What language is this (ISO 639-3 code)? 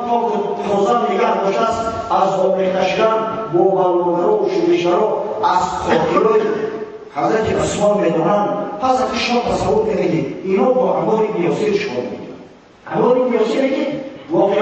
tgk